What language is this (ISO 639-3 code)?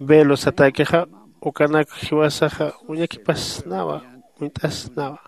aym